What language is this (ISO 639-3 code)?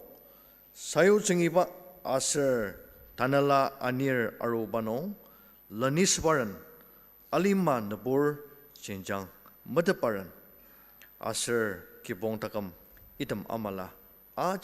njo